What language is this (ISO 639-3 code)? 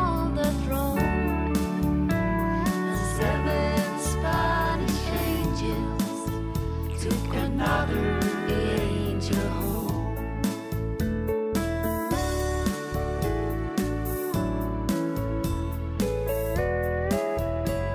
est